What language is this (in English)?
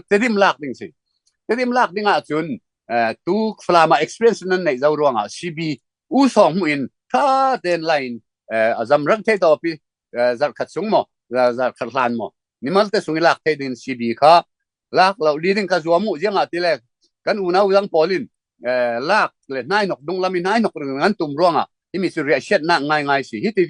Falam Chin